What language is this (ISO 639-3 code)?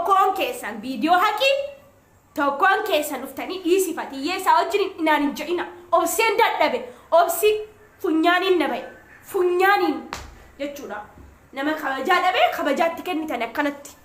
orm